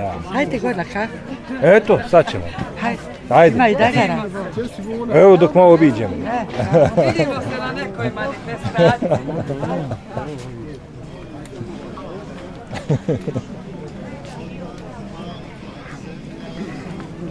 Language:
Bosnian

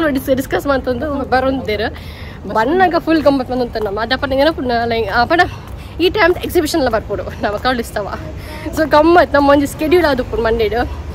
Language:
Tulu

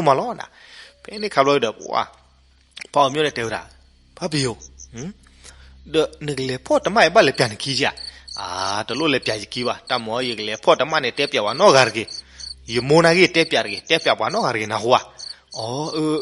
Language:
S'gaw Karen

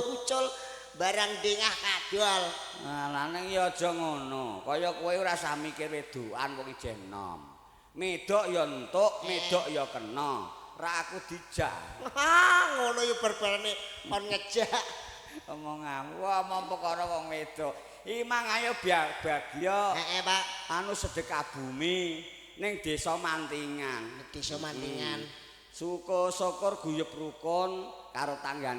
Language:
Javanese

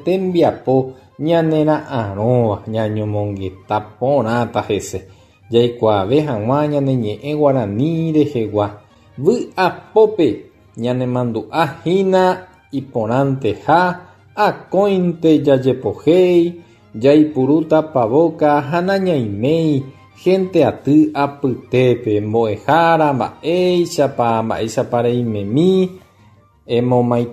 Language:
Guarani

